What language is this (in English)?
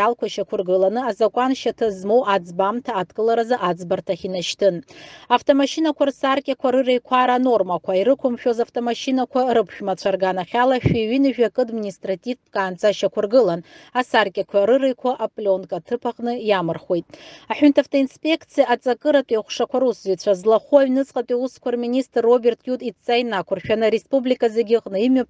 Abkhazian